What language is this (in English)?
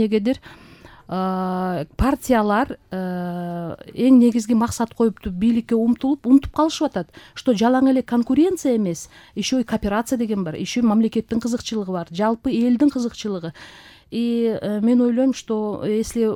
Kyrgyz